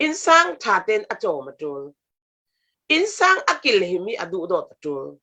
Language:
Falam Chin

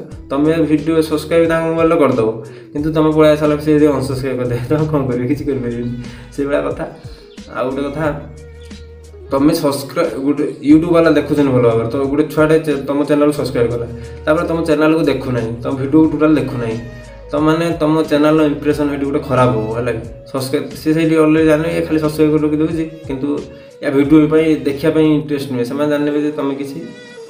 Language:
Odia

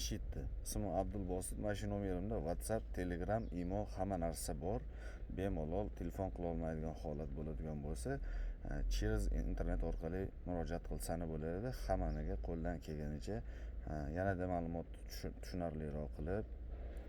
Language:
Uzbek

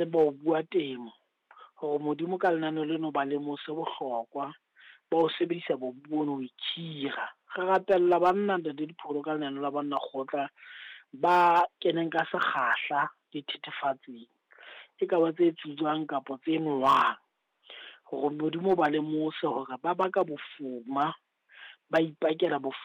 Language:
Southern Sotho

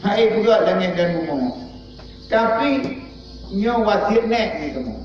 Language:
Achinese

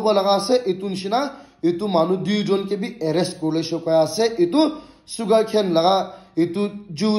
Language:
Naga Pidgin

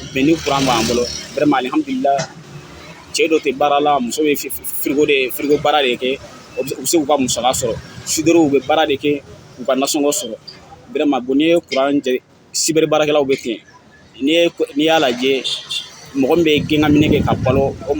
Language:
Bambara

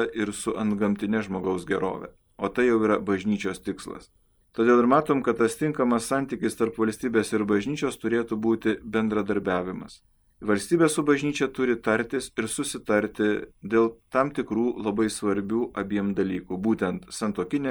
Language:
Lithuanian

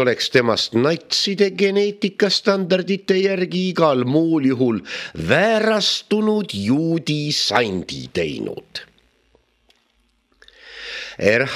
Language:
Estonian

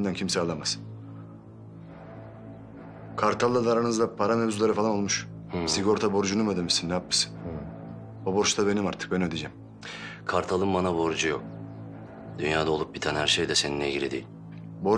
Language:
Turkish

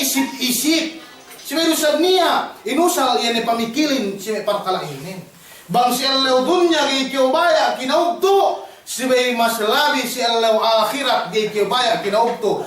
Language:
Yakan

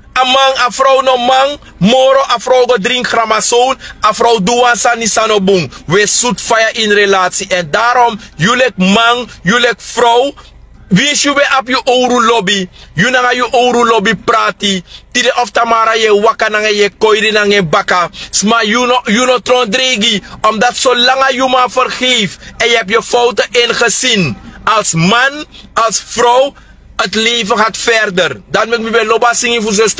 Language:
Sranan Tongo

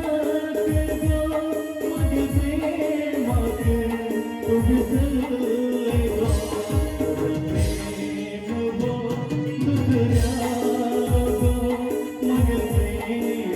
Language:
Konkani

